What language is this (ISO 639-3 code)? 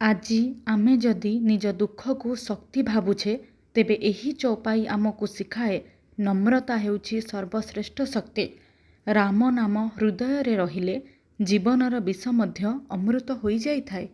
ori